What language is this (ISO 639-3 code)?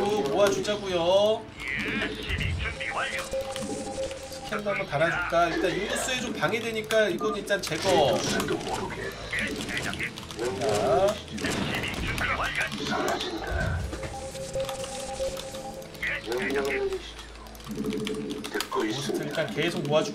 kor